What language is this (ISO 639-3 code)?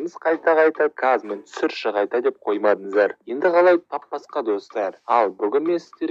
kaz